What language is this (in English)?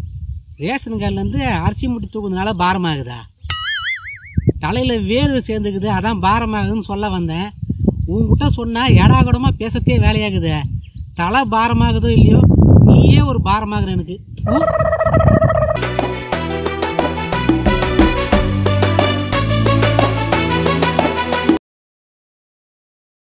Tamil